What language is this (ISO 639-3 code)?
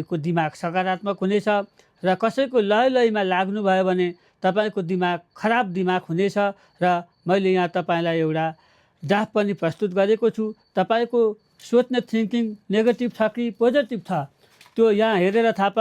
nep